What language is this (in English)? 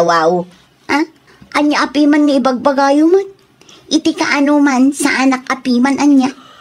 Iloko